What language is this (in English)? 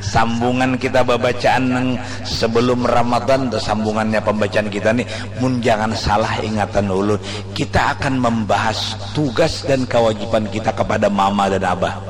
Banjar